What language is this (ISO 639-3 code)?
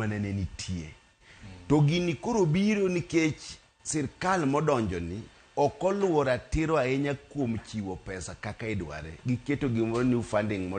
luo